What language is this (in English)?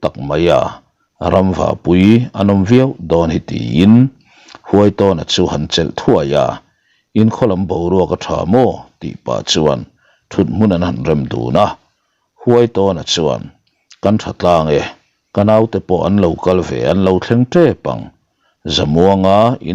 Mizo